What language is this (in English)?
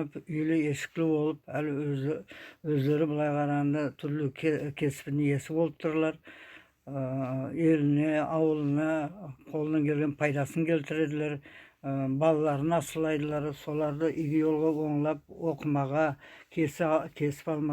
Nogai